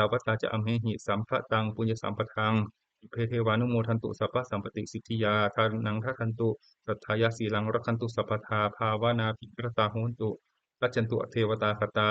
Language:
Pali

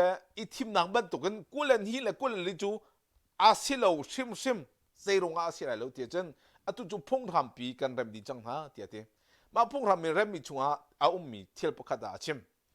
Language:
Hakha Chin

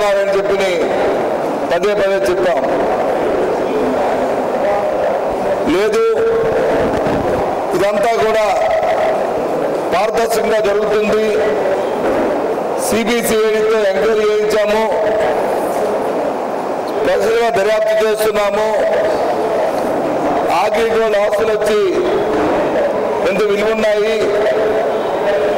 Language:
Telugu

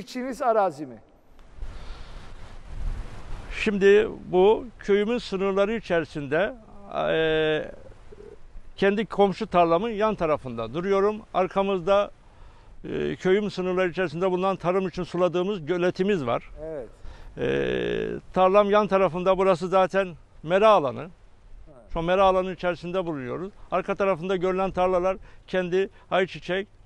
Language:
Turkish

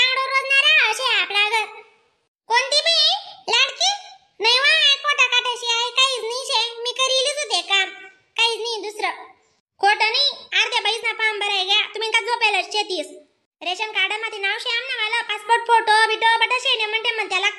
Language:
Khandesi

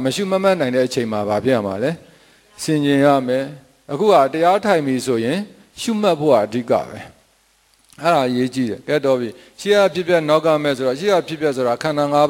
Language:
Burmese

